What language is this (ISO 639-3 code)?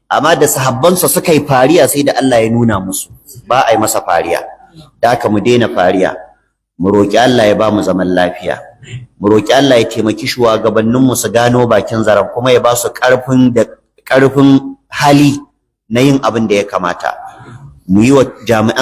hau